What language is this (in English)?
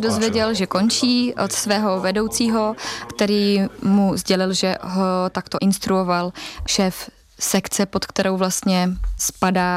Czech